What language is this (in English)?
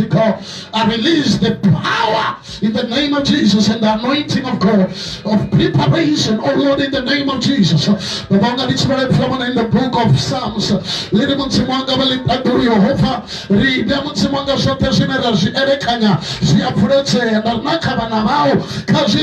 Venda